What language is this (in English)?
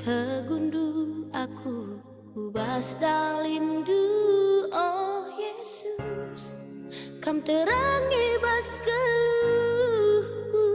Batak Karo